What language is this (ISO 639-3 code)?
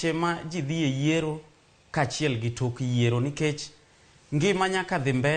luo